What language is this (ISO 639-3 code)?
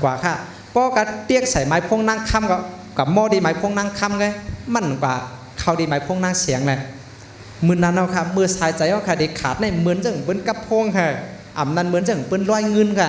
shn